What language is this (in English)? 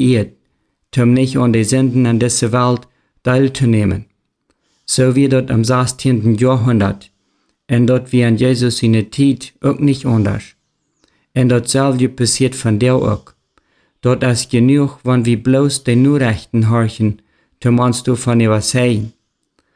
Plautdietsch